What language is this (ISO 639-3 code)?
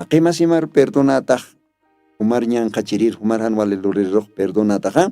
aym